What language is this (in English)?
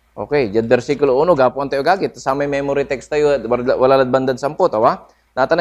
Pangasinan